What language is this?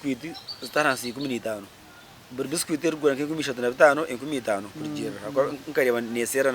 Nyankole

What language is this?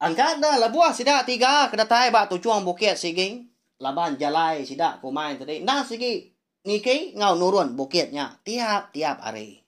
Iban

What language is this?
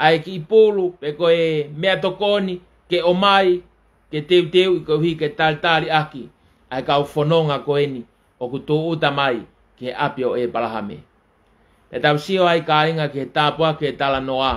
Tongan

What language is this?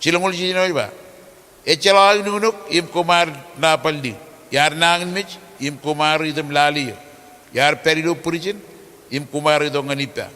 Marshallese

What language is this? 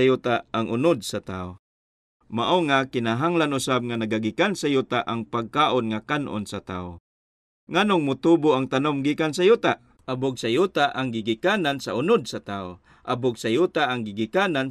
Cebuano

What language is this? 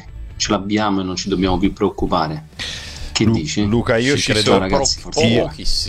Italian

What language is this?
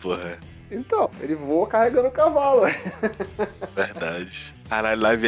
Portuguese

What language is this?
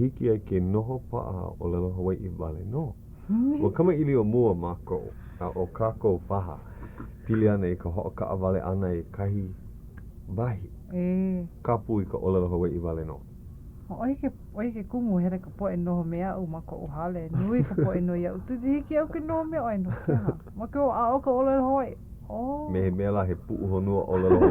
Hawaiian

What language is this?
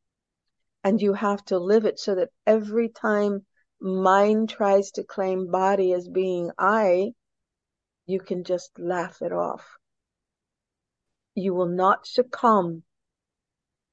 English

